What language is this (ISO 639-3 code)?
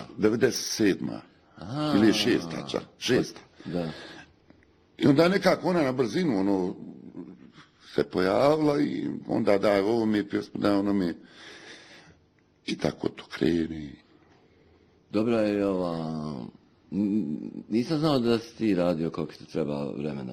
bos